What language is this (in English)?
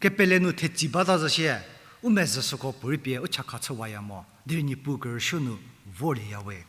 Angami Naga